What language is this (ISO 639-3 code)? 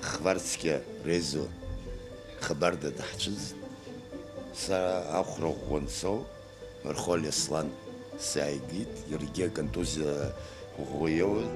abk